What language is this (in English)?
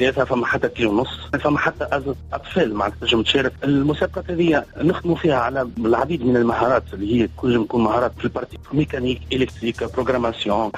Tunisian Arabic